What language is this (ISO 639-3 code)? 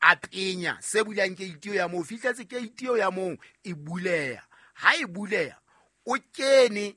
sot